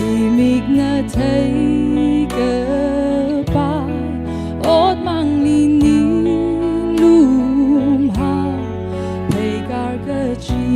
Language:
Tangkhul Naga (India)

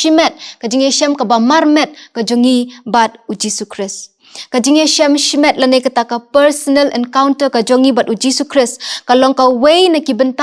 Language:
Khasi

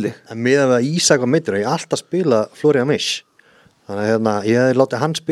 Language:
Icelandic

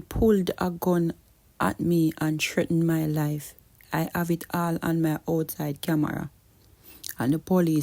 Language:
Jamaican Creole English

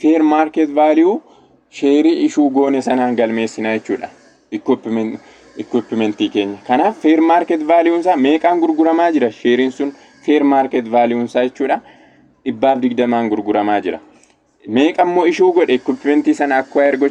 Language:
Oromo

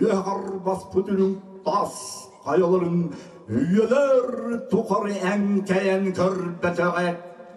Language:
Yakut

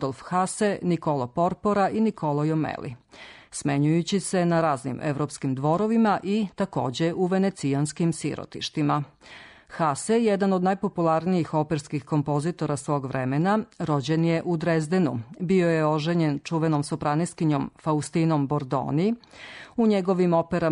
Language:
Serbian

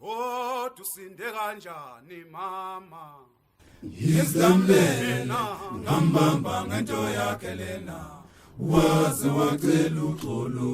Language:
Zulu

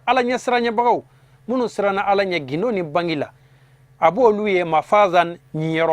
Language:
Bambara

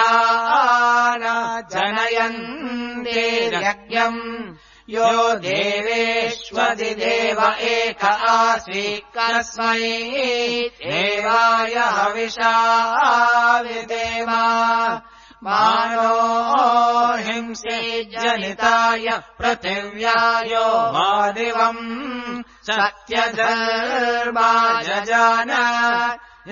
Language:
Sanskrit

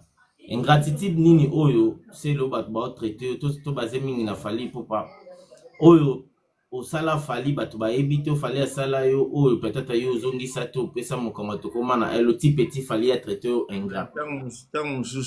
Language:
Lingala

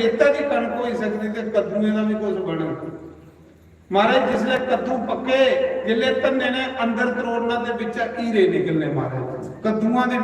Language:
Dogri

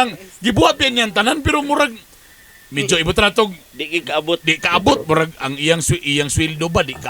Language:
Cebuano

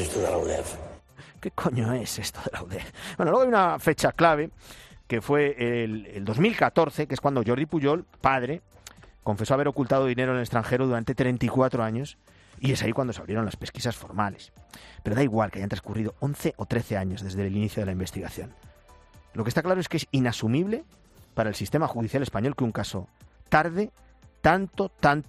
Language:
Spanish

